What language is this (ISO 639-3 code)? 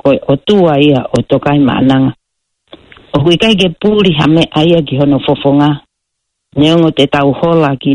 ton